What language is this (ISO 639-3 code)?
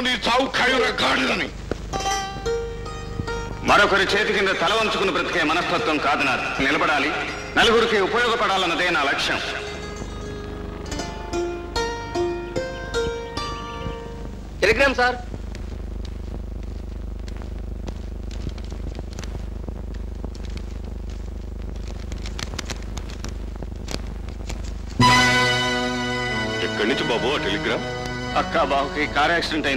tel